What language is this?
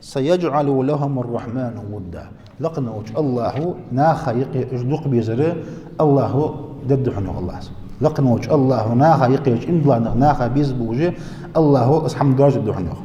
Ingush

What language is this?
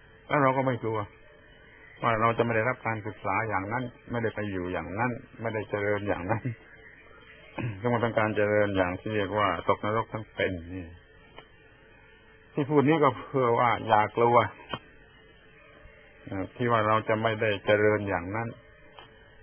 Thai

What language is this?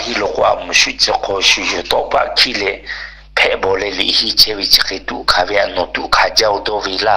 Lahu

